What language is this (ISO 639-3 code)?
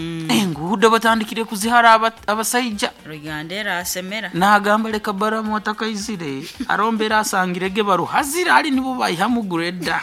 nyo